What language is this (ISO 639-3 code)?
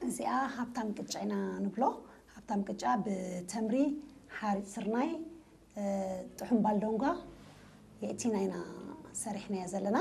tir